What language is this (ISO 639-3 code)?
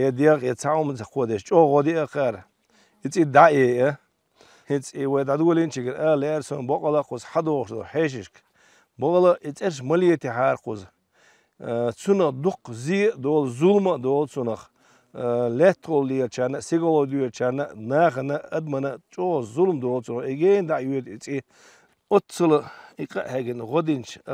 che